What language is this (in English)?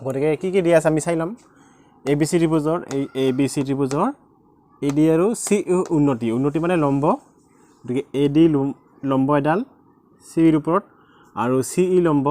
Assamese